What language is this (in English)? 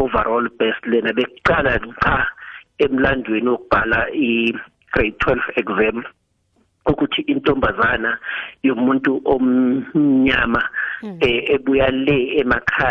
South Ndebele